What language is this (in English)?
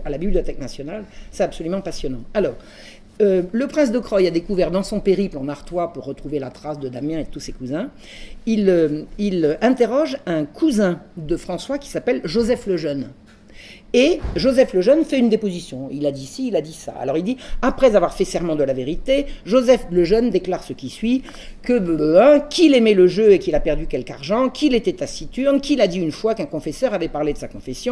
French